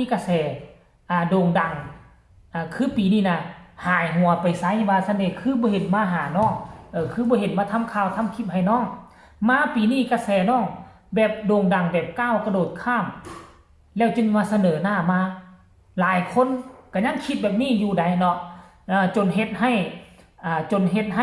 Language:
Northeastern Thai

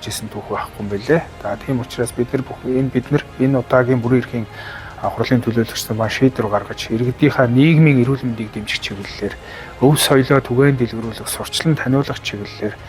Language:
Mongolian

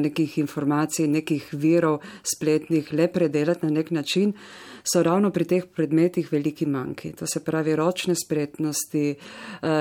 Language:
Slovenian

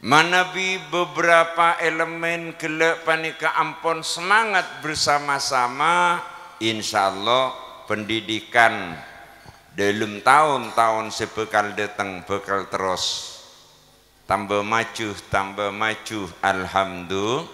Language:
Madurese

